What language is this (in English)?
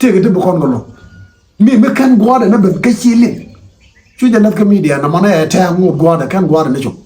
Nuer